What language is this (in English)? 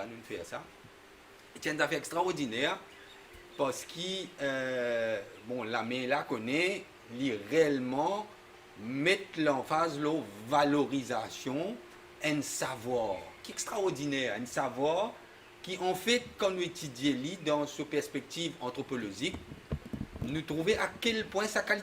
Morisyen